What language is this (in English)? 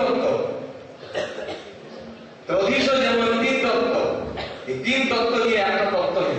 Bangla